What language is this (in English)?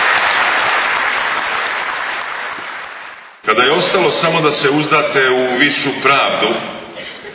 Serbian